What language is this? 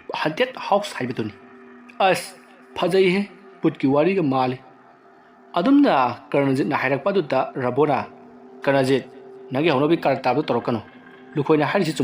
Manipuri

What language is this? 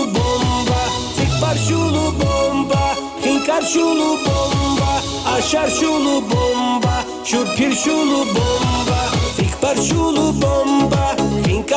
Tabassaran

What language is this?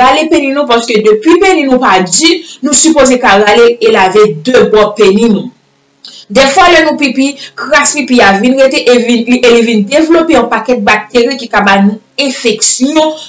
Haitian Creole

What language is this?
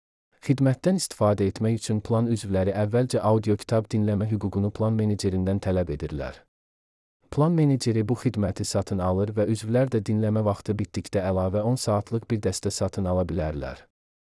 Azerbaijani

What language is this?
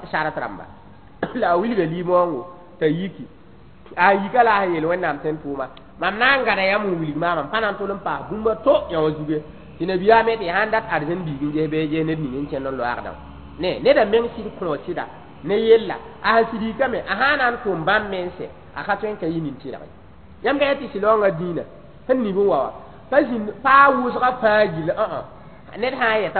Mossi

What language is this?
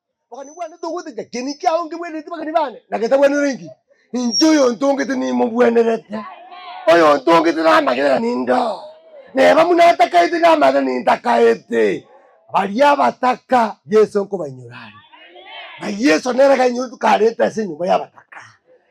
Gusii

